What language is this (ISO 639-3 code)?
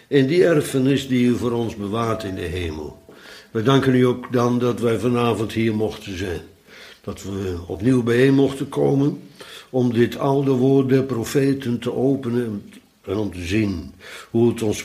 nld